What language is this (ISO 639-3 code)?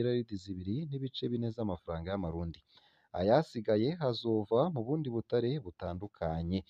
run